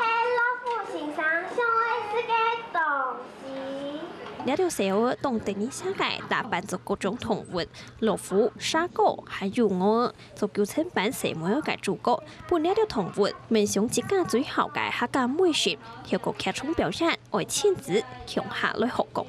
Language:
Hakka Chinese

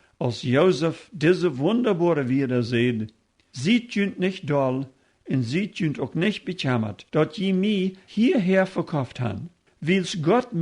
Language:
Plautdietsch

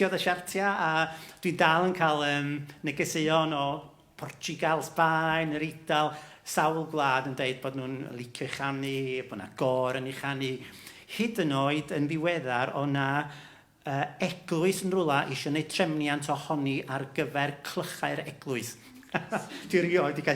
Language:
Welsh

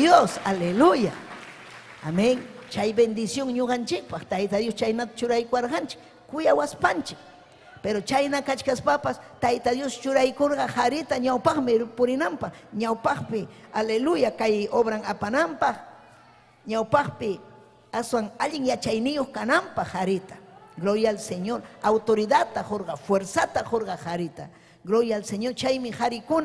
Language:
Ayacucho Quechua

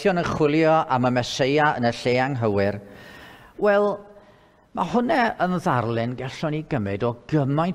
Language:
Welsh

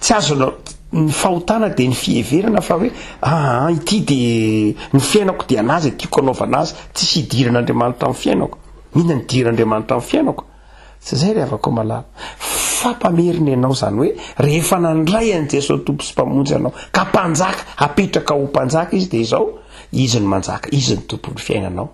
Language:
Malagasy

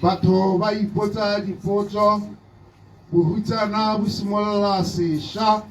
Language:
Tswana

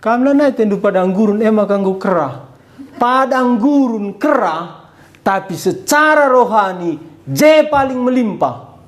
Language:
Batak Karo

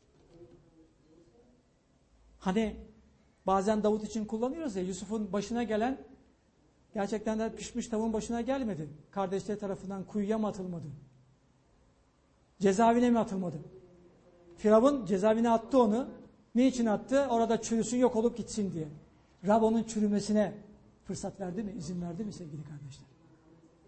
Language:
Turkish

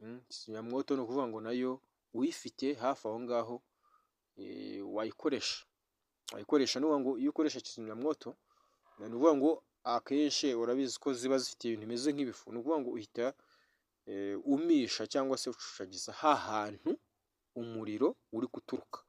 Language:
Kinyarwanda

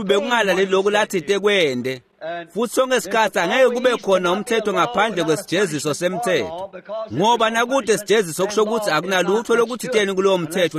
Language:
Swati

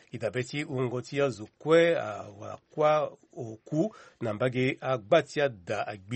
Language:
Sango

